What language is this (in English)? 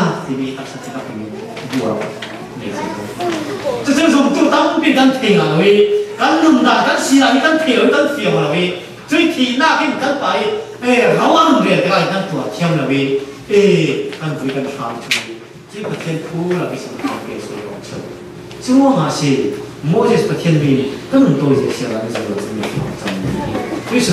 Falam Chin